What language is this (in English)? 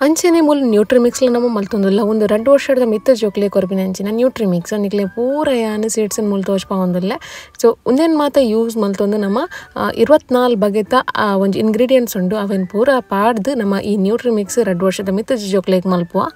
Tulu